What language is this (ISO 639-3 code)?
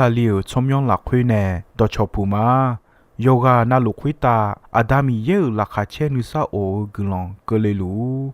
ahk